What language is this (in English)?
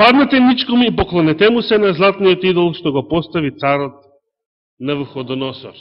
Macedonian